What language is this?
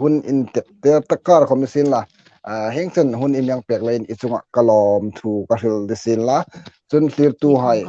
Hmar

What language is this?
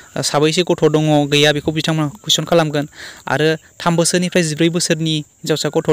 Bodo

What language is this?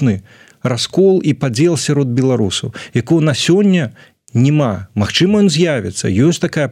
Belarusian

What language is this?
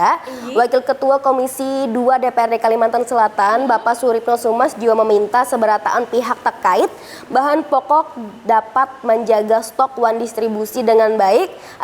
Banjar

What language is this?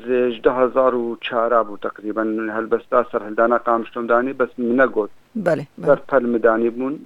Kurdish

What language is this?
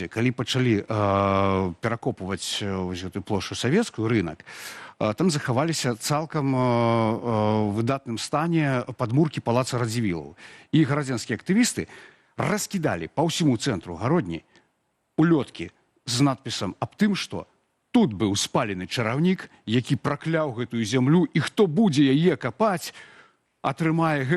Belarusian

